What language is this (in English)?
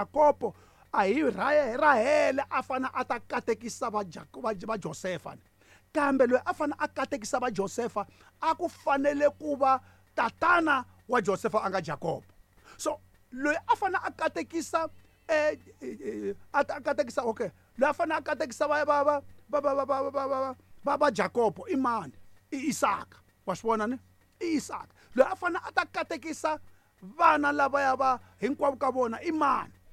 Tsonga